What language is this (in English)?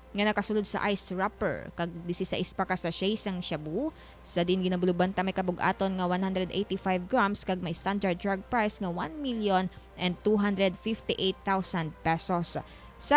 Hiligaynon